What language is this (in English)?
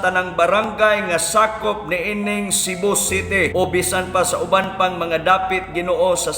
Cebuano